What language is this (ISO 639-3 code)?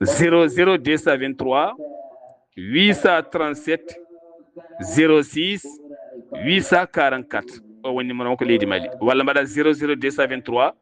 ful